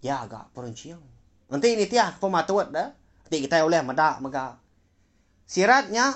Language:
Iban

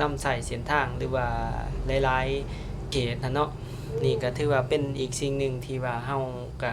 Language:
Lao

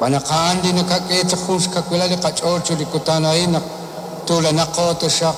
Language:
Kekchí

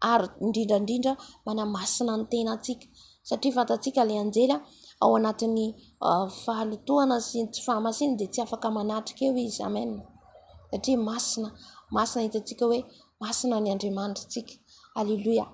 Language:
Malagasy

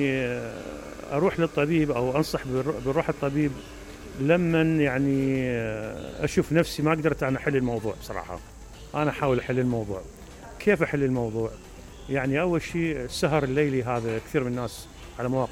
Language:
Mesopotamian Arabic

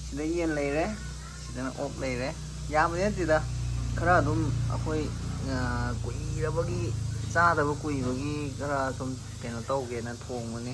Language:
Manipuri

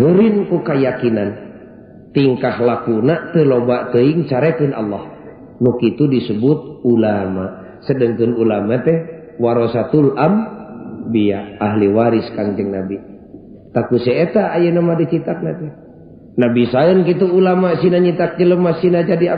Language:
Sundanese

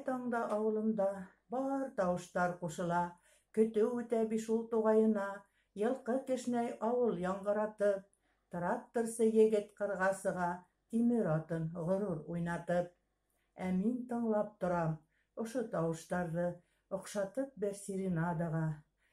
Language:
Bashkir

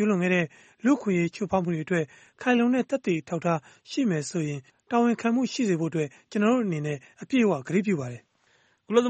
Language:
Burmese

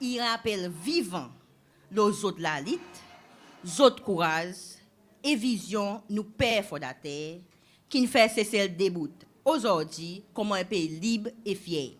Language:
Seselwa Creole French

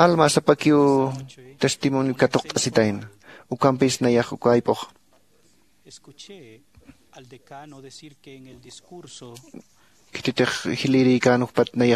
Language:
Aymara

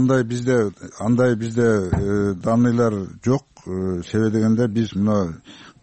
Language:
Kyrgyz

